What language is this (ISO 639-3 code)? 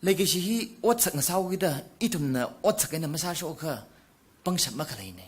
nmf